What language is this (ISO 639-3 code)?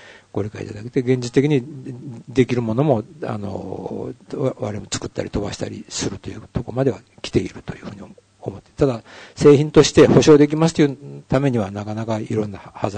jpn